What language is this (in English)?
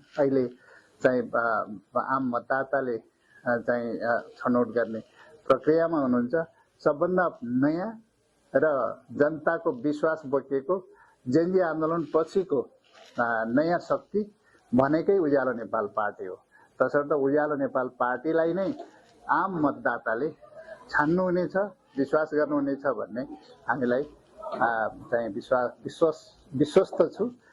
Nepali